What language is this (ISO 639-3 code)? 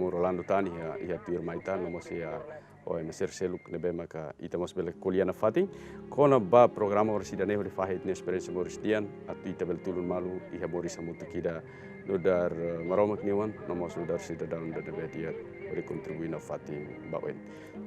tet